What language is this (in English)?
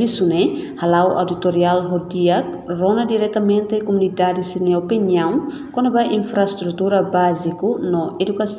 Tetum